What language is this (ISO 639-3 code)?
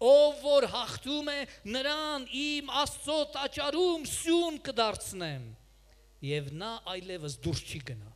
hye